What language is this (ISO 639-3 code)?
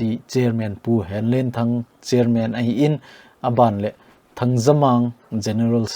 tcz